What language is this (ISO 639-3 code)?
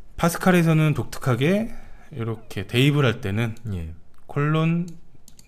kor